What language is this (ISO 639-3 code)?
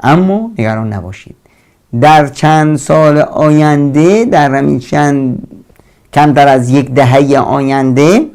fas